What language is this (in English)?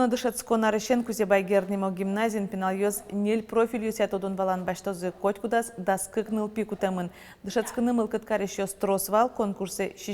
Udmurt